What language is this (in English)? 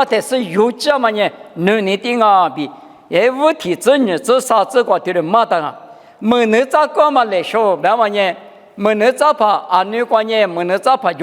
Lisu